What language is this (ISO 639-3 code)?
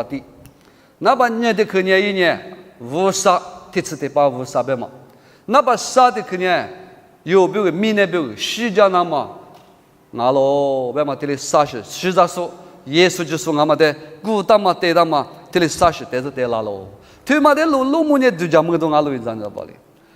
lis